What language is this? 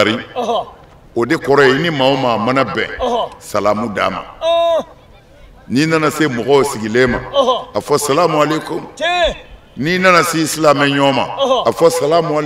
Bambara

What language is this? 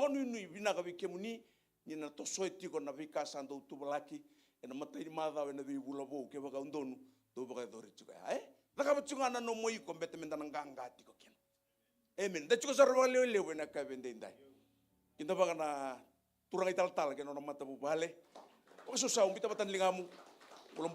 Fijian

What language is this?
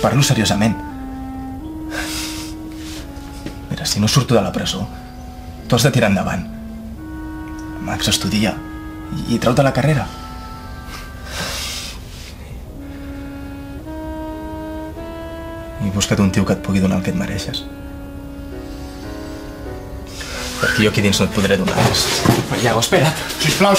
Catalan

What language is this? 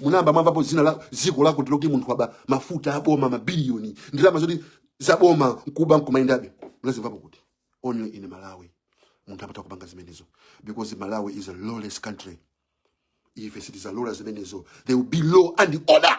Nyanja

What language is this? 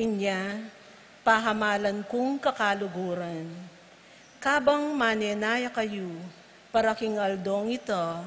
Pampanga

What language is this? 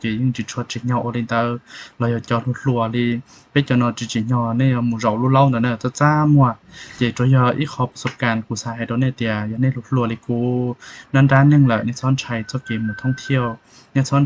Hmong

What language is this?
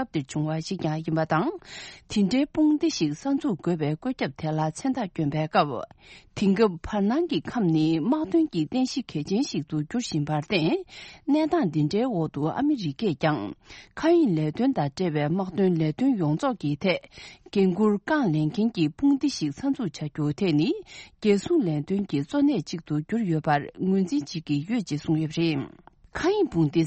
Tibetan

